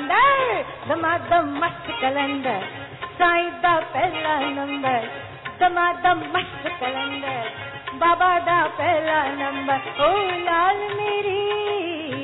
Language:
Hindi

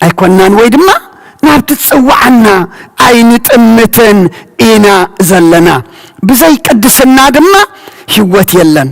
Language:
Tigrinya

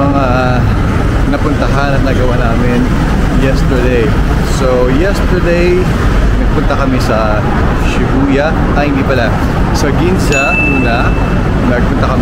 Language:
Filipino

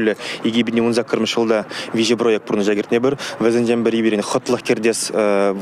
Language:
Chuvash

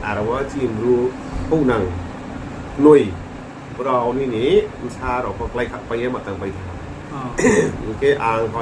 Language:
Riang (India)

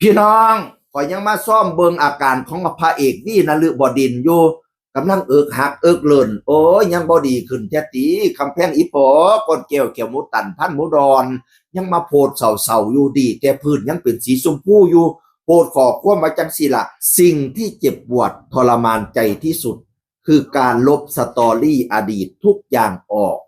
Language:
Northeastern Thai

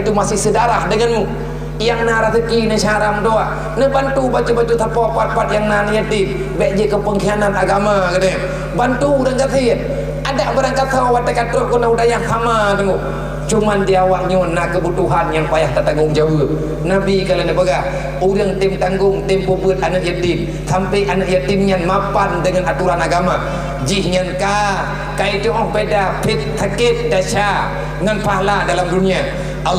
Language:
Achinese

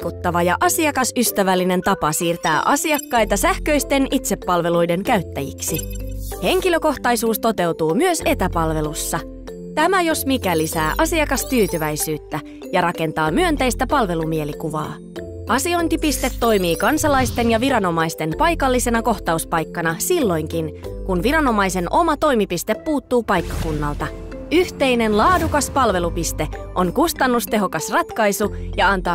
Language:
Finnish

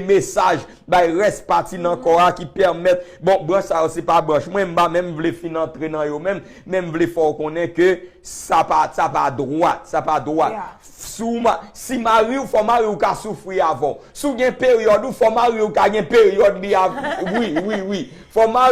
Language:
Haitian Creole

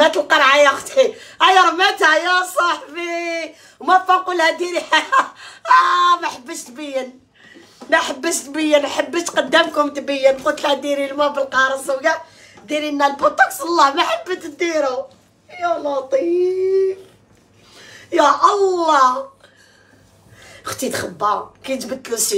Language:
Algerian Arabic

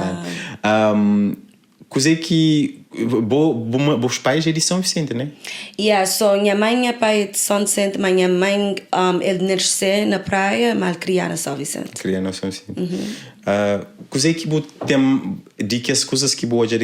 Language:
Kabuverdianu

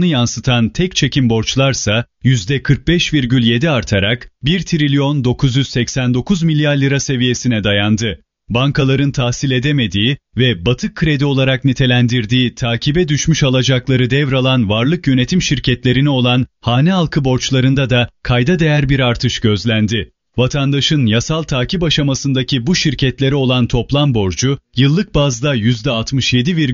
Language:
Turkish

